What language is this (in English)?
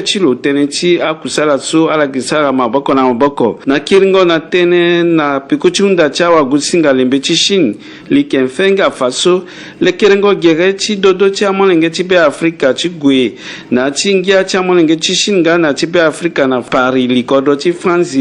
Sango